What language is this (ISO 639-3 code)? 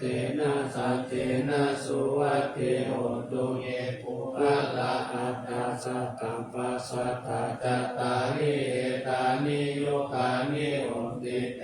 pli